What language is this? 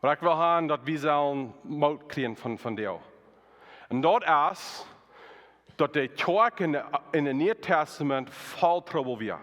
Plautdietsch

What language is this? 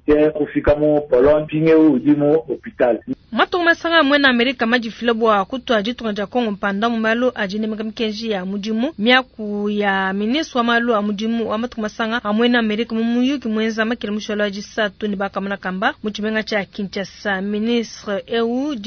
Luba-Lulua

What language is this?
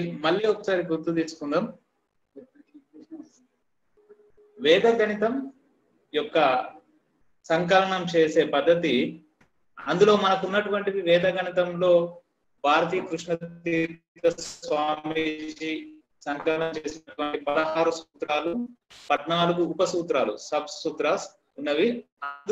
Telugu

